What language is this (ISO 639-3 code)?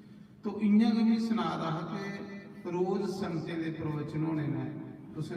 doi